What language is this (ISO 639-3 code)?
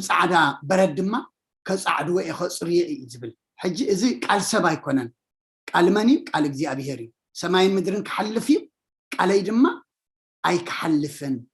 tir